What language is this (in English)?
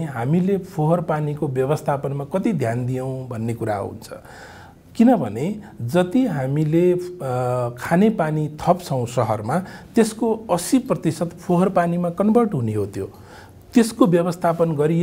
Nepali